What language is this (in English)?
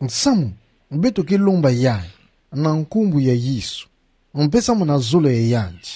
Kituba (Democratic Republic of Congo)